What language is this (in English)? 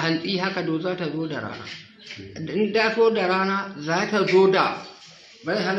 Hausa